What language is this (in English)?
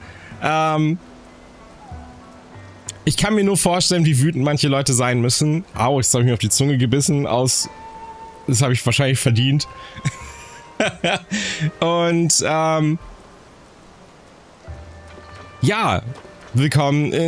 German